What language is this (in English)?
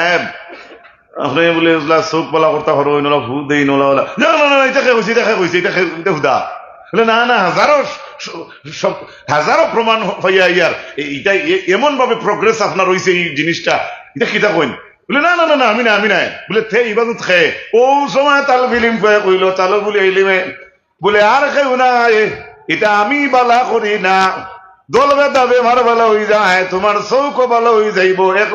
Sylheti